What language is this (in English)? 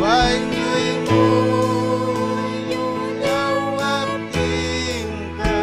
Ayacucho Quechua